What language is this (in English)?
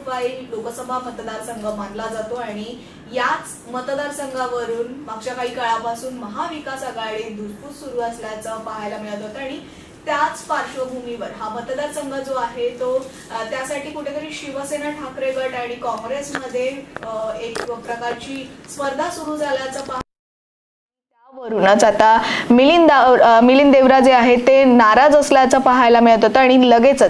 Marathi